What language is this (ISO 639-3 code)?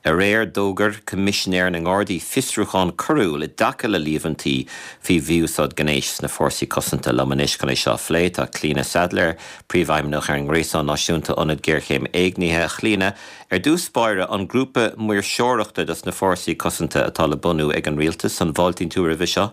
gle